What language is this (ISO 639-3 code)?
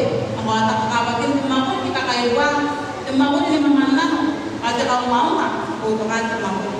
gil